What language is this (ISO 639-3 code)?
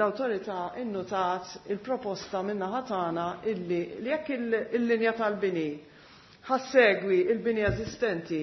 mlt